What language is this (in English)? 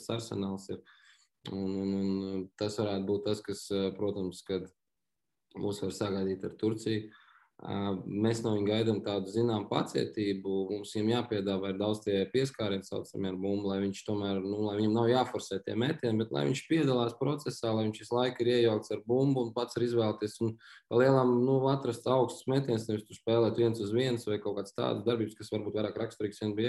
Latvian